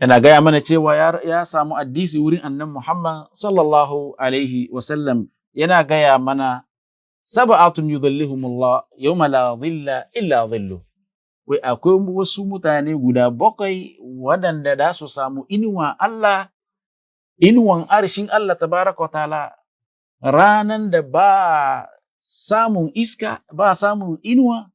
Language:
Hausa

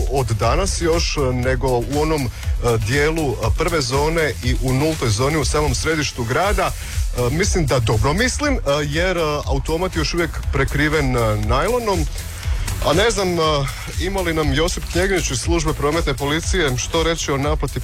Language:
Croatian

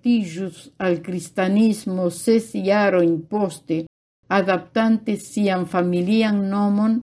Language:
Esperanto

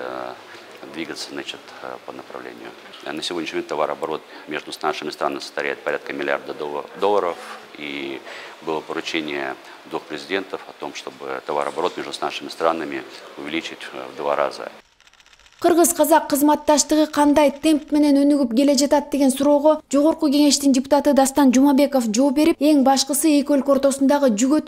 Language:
Kyrgyz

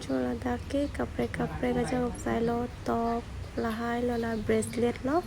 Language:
Karbi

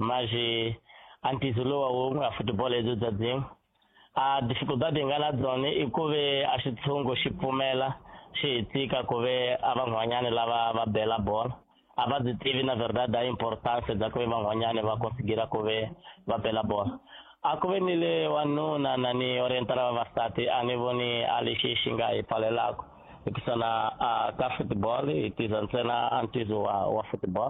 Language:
Tsonga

